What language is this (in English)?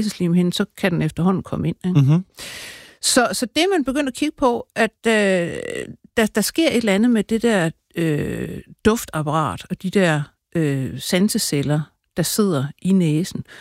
Danish